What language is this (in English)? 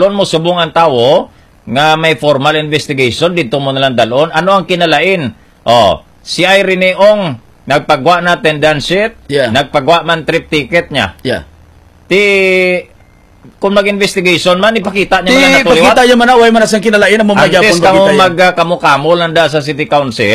Hiligaynon